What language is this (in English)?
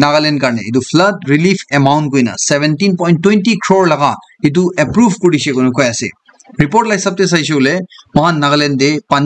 Naga Pidgin